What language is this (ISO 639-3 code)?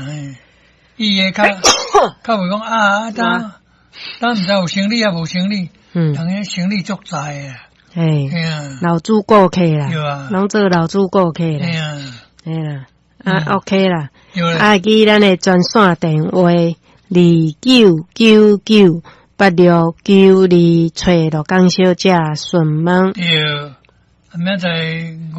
nan